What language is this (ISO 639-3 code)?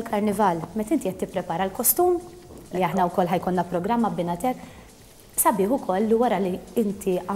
mlt